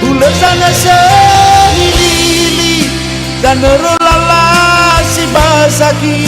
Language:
Nias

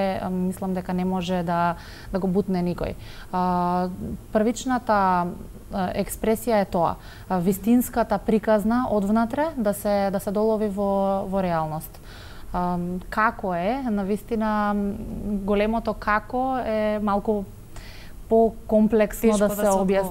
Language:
Macedonian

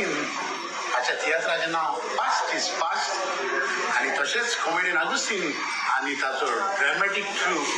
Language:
Konkani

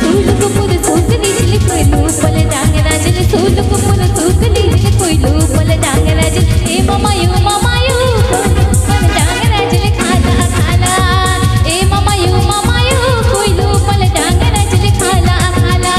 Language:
Santali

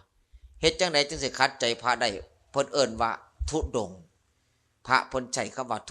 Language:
Lao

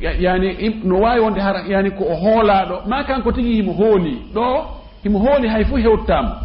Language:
Fula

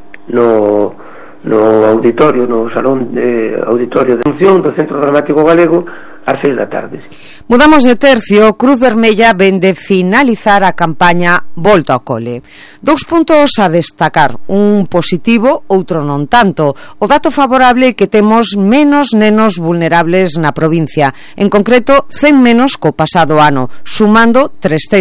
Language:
Galician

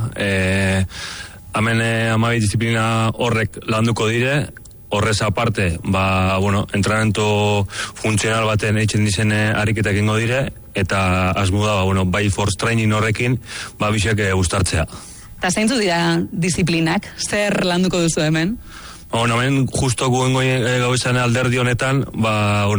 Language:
Basque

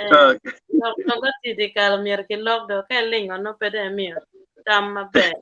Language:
Acoli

